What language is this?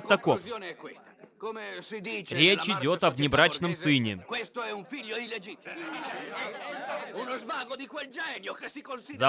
Russian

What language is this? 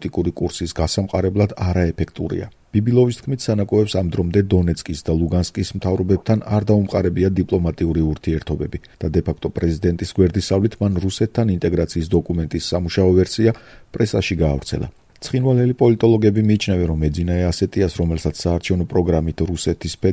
Georgian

